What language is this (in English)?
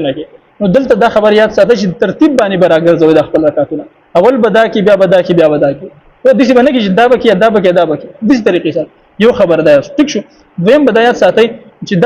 Pashto